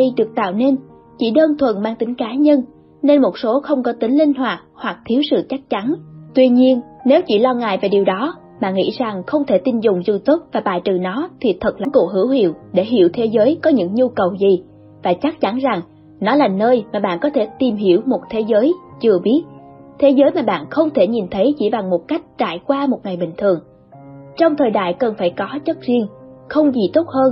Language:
Vietnamese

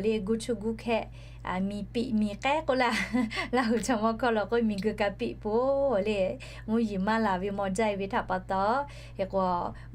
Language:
Lahu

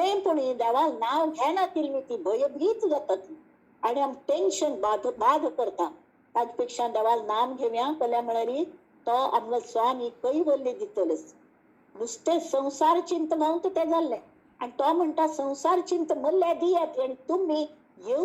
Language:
Konkani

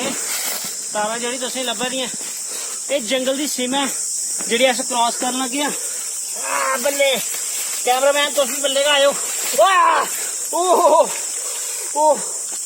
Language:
Dogri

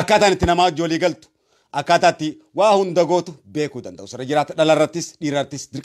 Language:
Oromo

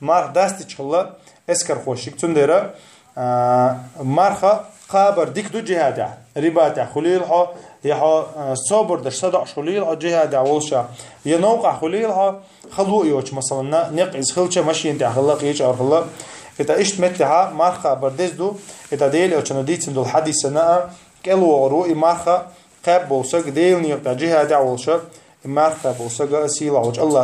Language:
Chechen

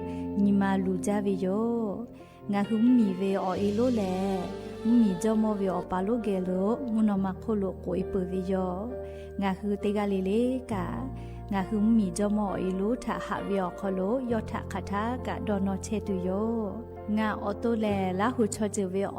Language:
Lahu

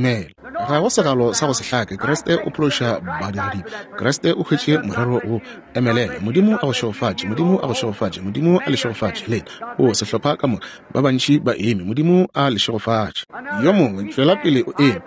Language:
Northern Sotho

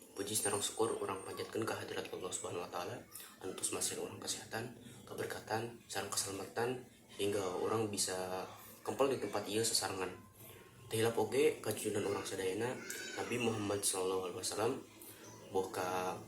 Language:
Sundanese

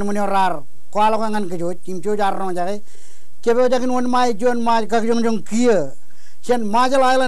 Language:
Marshallese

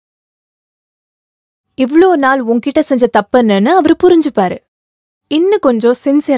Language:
Tamil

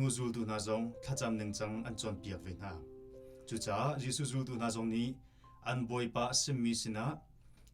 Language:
Hakha Chin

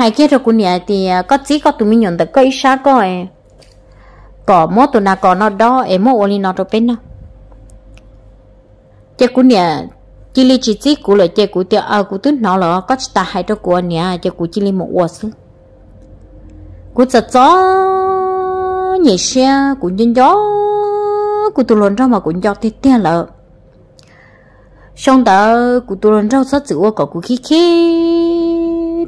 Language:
Vietnamese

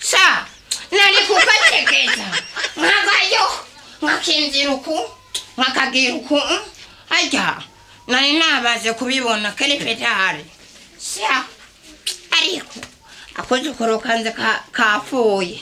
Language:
Rundi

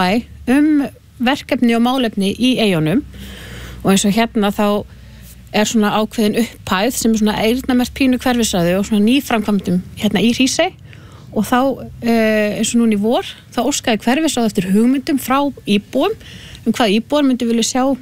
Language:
Icelandic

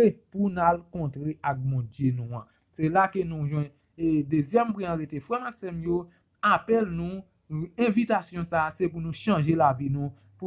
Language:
Haitian Creole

